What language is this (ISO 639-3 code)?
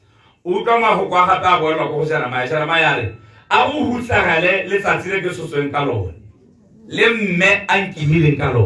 tsn